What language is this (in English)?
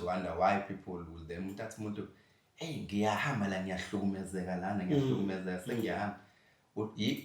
Zulu